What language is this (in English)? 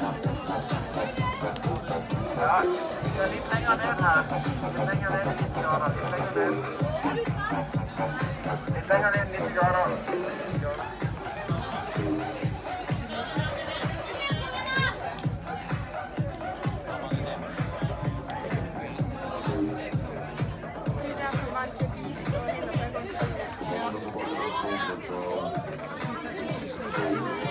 Norwegian